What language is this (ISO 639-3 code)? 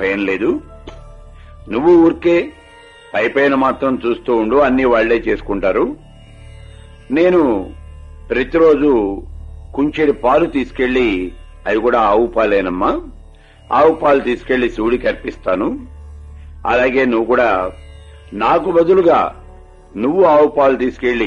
tel